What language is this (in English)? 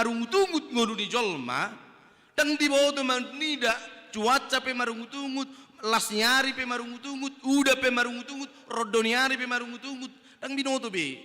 Batak Toba